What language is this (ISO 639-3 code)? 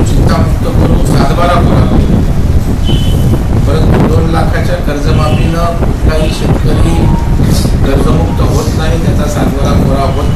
mar